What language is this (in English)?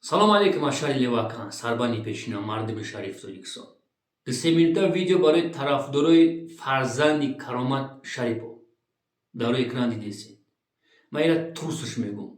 Tajik